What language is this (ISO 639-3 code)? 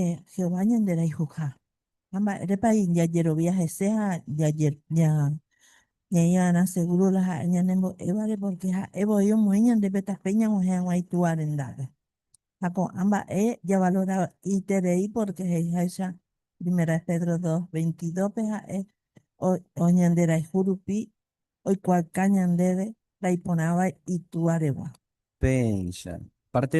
grn